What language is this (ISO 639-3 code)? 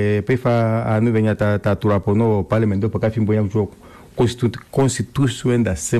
kua